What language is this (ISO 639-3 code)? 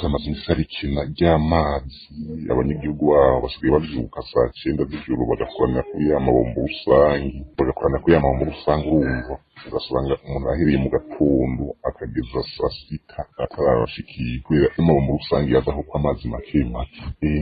run